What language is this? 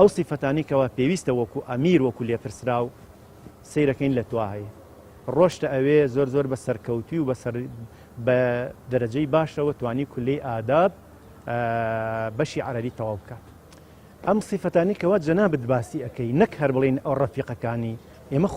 Central Kurdish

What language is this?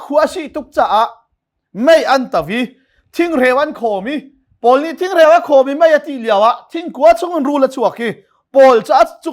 Hakha Chin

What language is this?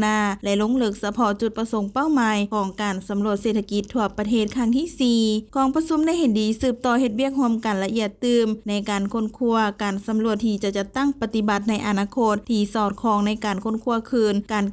Lao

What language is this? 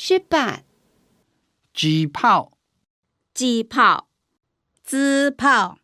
Hakka Chinese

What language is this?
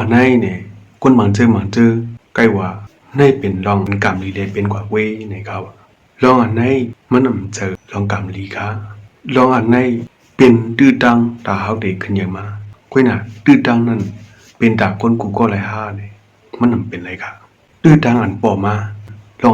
Shan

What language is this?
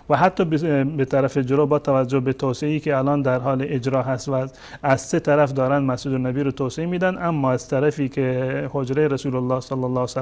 Persian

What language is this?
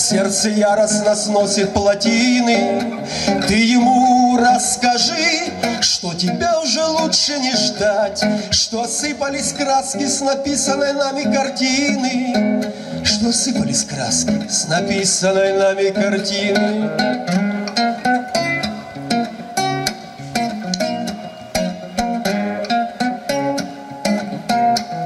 Russian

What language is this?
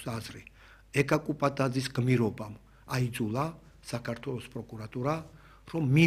Georgian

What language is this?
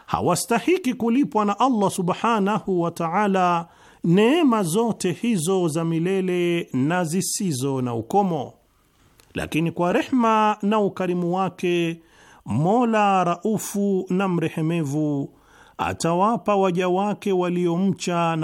Swahili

